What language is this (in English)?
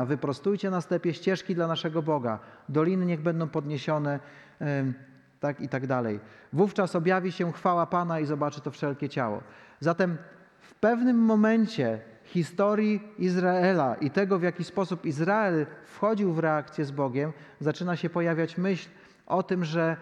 Polish